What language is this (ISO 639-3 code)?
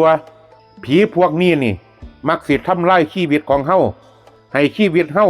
tts